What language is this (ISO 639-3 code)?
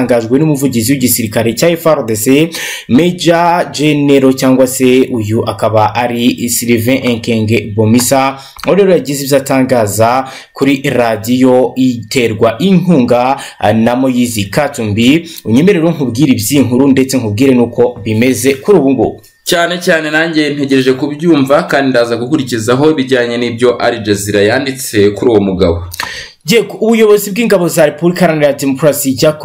kin